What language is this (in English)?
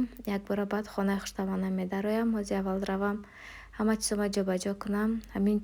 Tajik